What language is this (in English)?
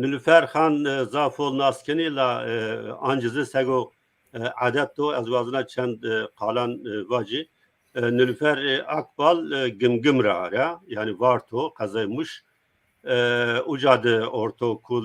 Zaza